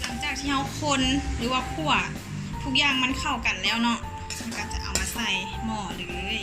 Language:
Lao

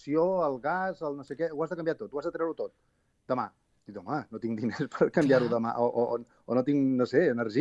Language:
Catalan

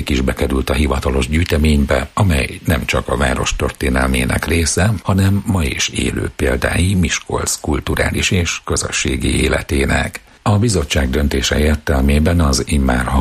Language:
Hungarian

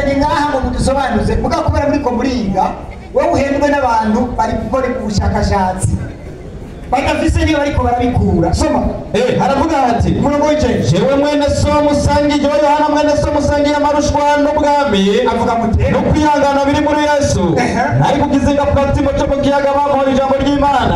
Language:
Rundi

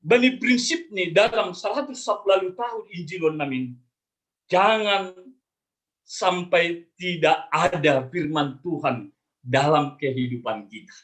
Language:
Batak Simalungun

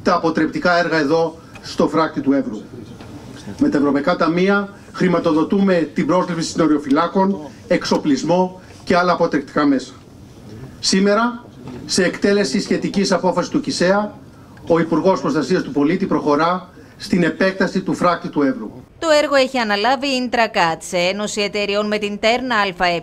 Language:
Greek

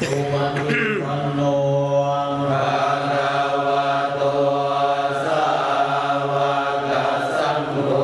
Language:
Pali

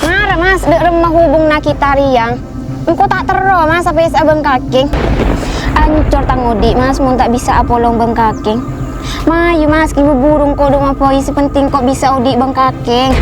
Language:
Madurese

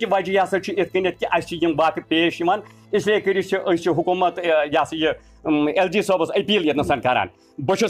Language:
Kashmiri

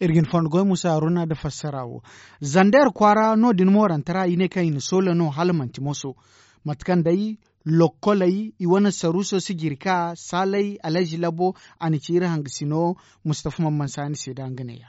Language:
Zarma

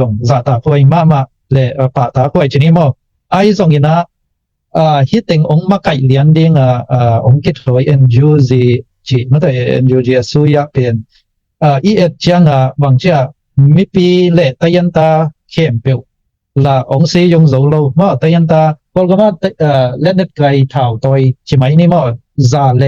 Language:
Tedim Chin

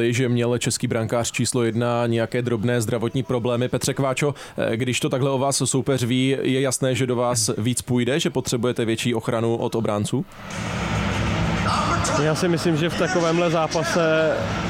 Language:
Czech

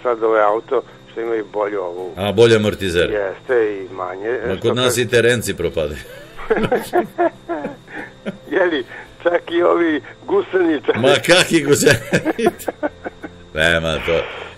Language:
Serbian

